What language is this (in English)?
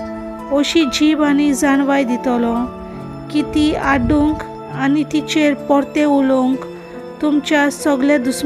Konkani